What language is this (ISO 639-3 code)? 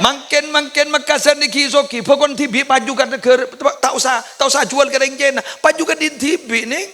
mad